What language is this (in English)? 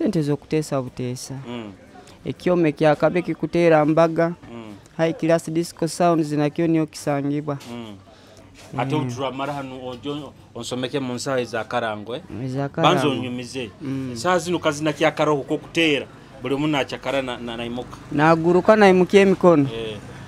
Tooro